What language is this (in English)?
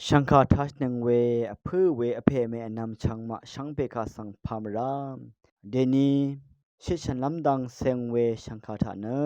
Rawang